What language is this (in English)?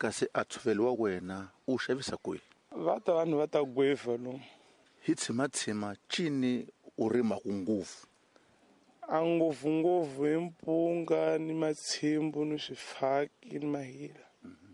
Tsonga